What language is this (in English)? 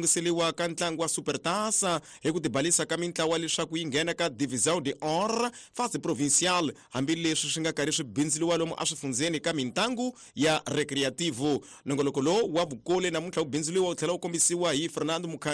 Tsonga